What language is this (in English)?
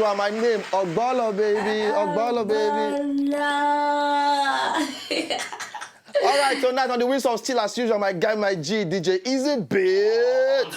Nigerian Pidgin